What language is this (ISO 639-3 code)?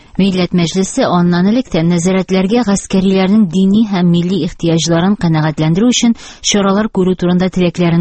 tat